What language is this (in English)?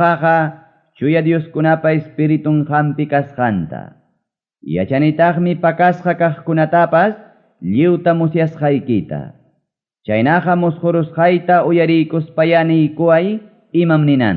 Ayacucho Quechua